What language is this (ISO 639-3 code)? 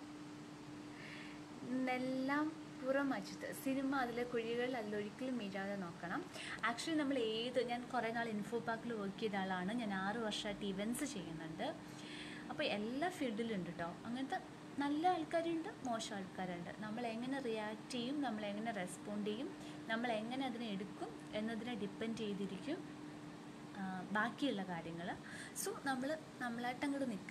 mal